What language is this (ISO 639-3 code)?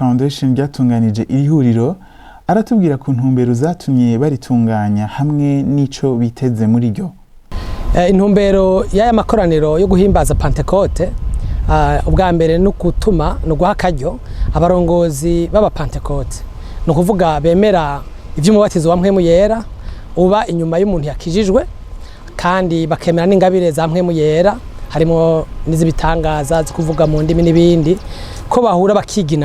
run